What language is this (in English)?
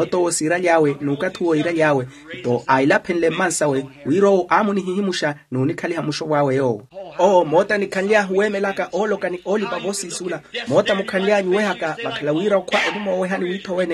Makhuwa